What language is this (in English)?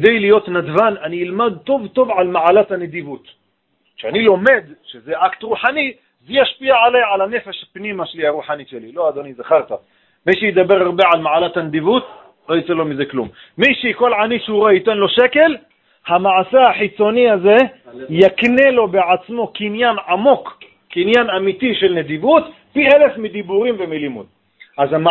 Hebrew